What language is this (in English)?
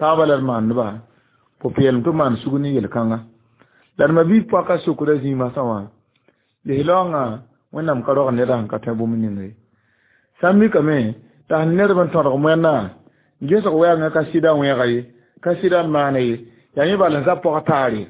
Mossi